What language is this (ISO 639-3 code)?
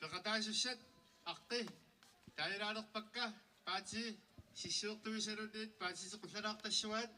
kal